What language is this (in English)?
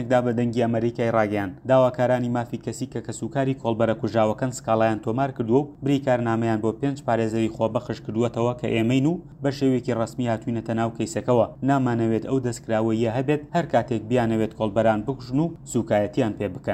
Central Kurdish